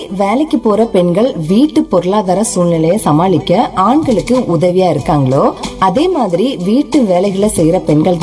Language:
Tamil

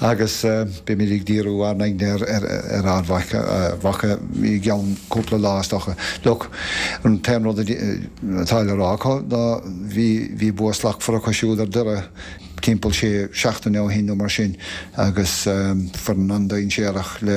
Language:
Irish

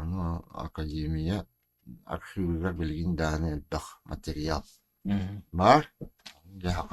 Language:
Yakut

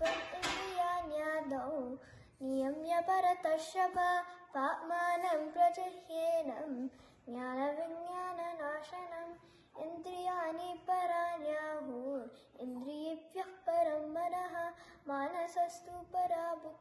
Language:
Sanskrit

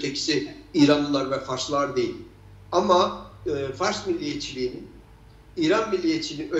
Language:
Turkish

